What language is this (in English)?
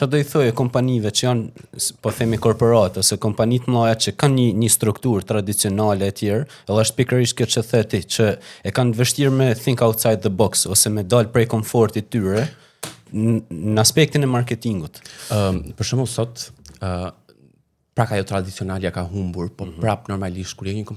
Albanian